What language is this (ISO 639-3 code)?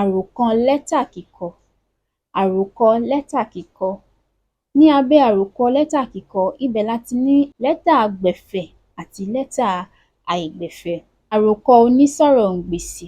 yor